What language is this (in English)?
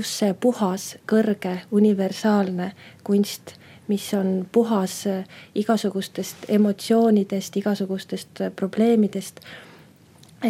Estonian